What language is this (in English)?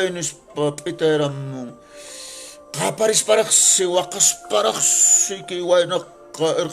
Quechua